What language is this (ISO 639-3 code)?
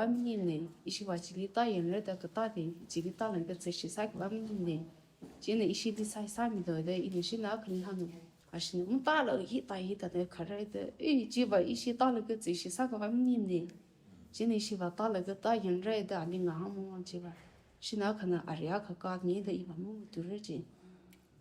nmf